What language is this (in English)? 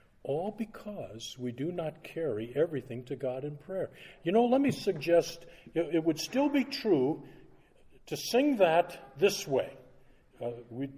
English